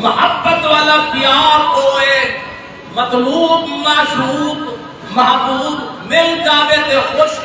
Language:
Saraiki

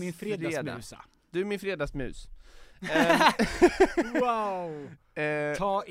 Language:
Swedish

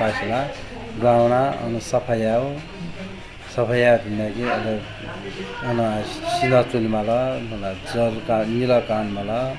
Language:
Newari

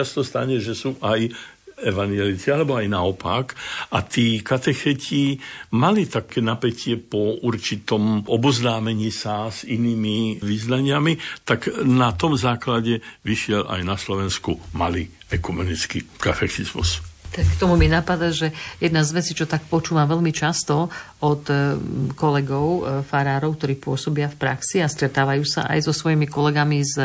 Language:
Slovak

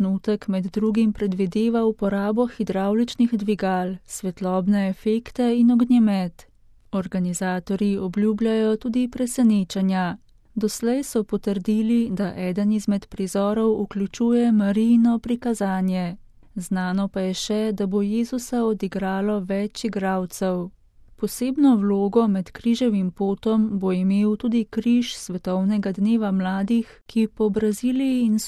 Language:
Slovenian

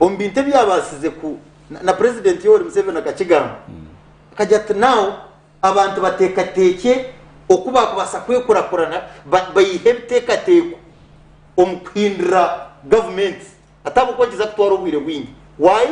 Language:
Nyankole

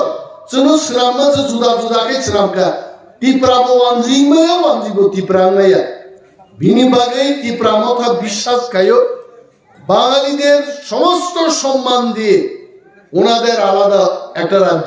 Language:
Kok Borok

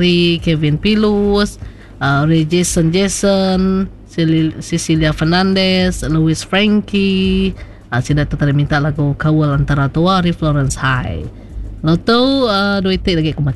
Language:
Iban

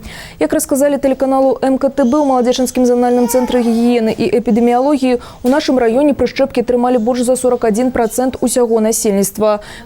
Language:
Belarusian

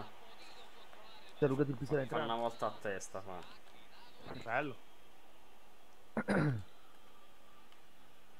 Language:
Italian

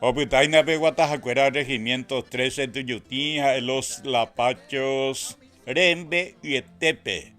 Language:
Guarani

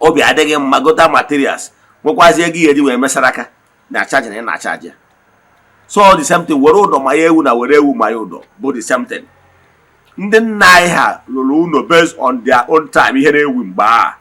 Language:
Igbo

